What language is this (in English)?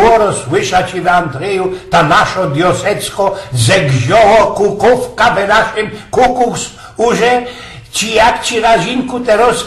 Silesian